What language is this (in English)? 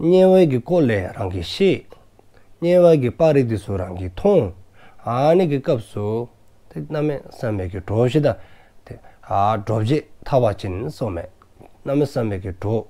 Dzongkha